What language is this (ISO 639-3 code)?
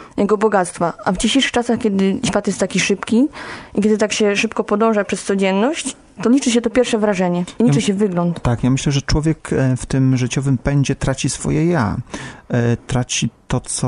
pol